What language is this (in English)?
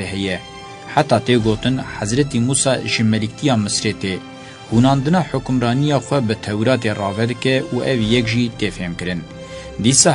Kurdish